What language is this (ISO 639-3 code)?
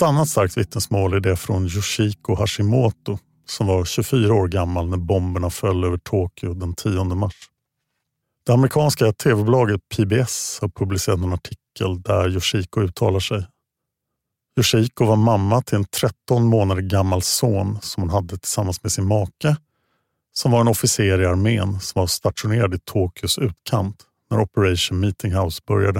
swe